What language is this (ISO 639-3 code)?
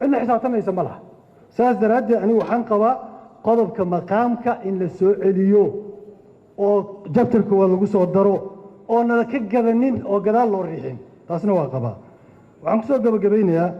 som